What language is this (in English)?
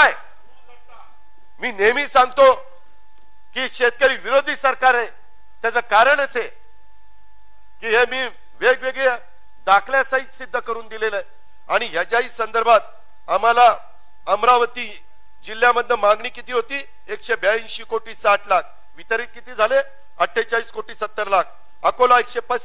Marathi